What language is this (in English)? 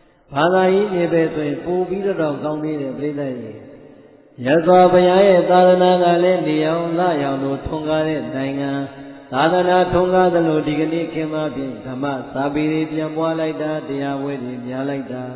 Burmese